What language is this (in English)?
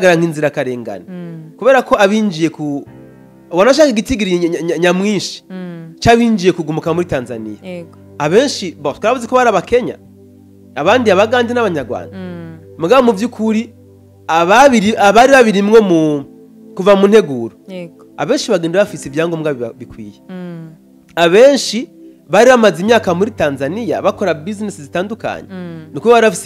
Rundi